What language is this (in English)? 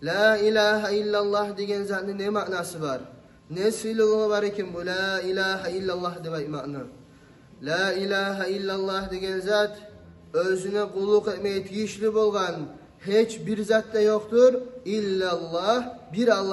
Kumyk